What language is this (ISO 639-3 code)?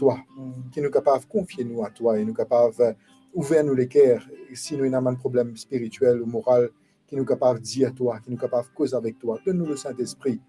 mfe